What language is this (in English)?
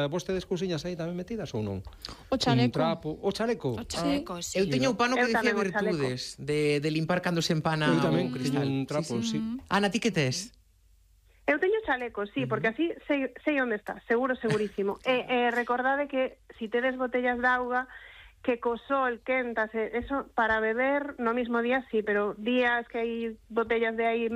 Galician